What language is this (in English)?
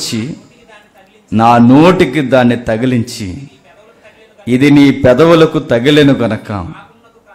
Telugu